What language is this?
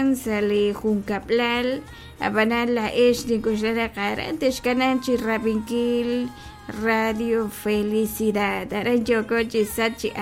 Kekchí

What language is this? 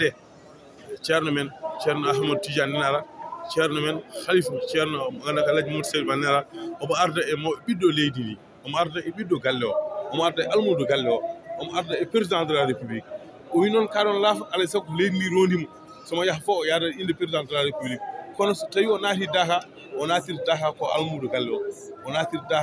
Fula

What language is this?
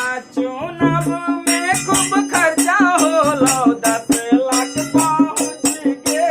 Magahi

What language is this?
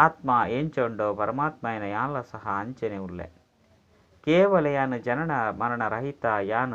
Tulu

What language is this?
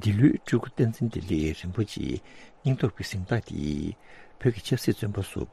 Tibetan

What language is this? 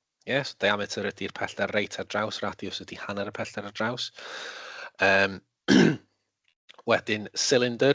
Welsh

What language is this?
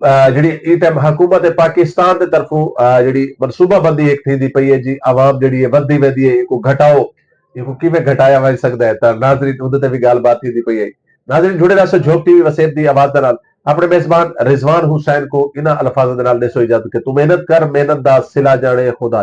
Saraiki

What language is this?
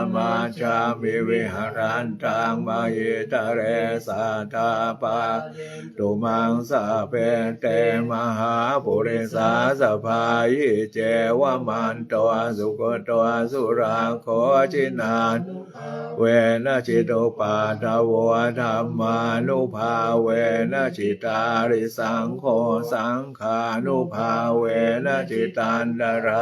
Pali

